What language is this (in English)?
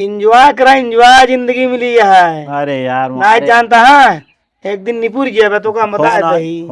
Awadhi